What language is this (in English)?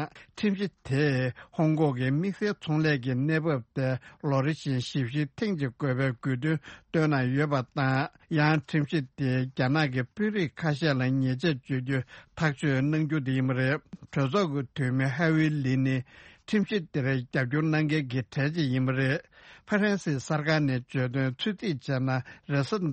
Tibetan